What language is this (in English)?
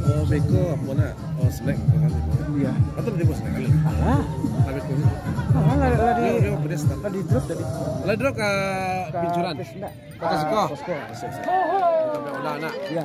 Minangkabau